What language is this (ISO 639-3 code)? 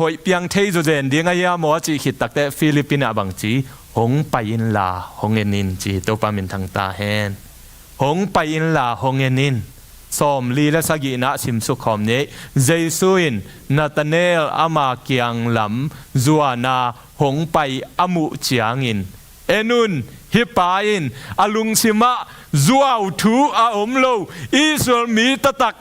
ctd